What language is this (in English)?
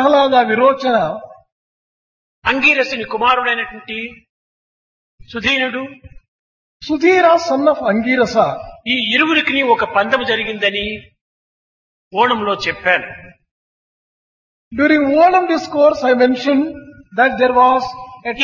Telugu